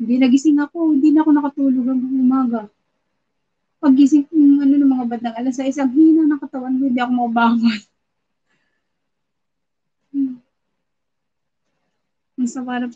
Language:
Filipino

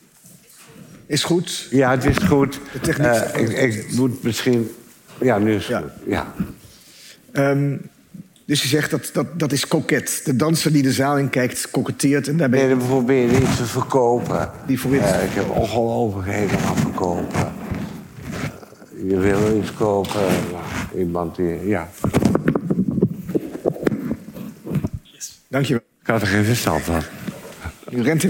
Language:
Dutch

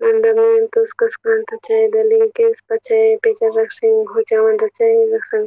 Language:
South Bolivian Quechua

